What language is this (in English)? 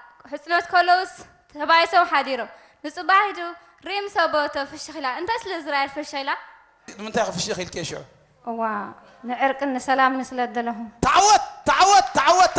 Tigrinya